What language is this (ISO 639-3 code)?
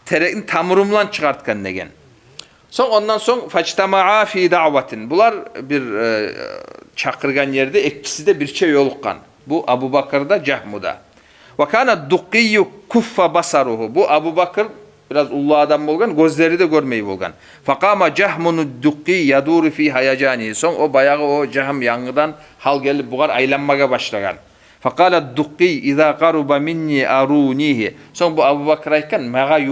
kum